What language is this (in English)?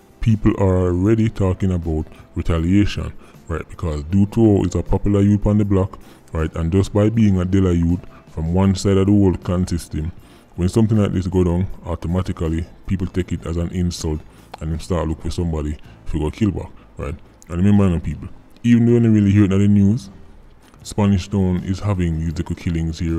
Jamaican Creole English